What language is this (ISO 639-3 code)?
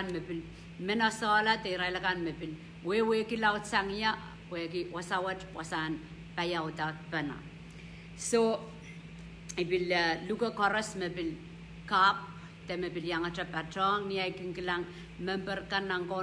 pon